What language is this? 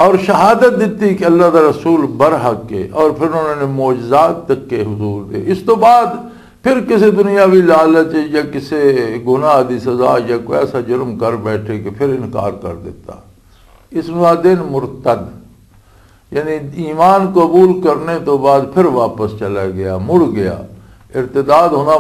Western Panjabi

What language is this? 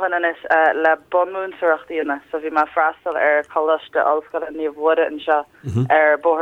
Irish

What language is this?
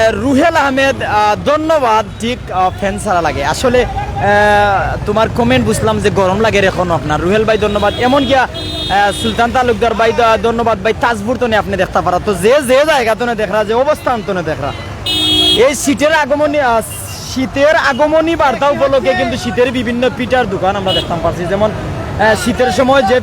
Sylheti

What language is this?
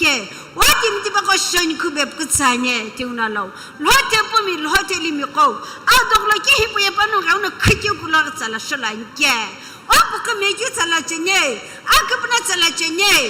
Sumi Naga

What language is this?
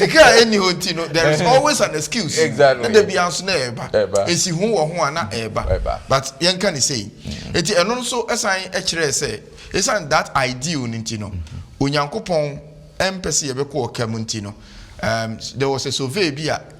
Akan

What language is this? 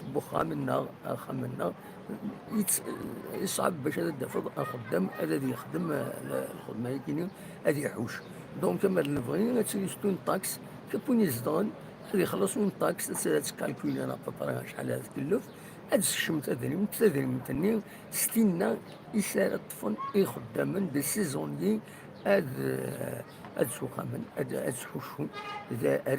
Kabyle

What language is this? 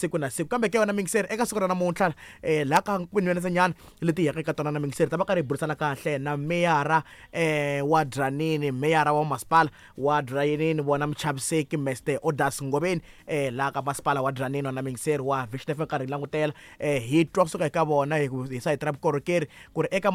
Tsonga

